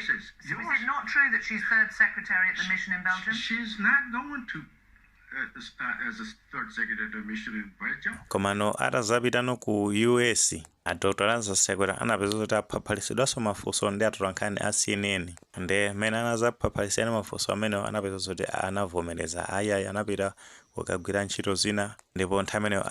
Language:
Nyanja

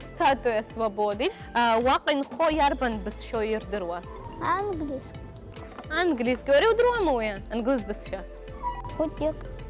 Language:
Abkhazian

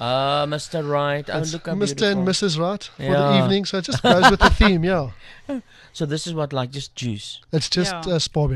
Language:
Afrikaans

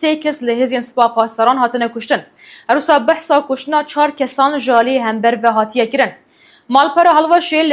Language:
Kurdish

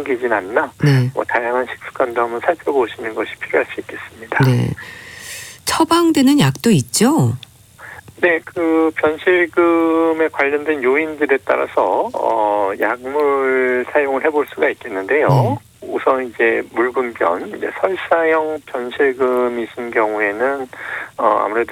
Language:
Korean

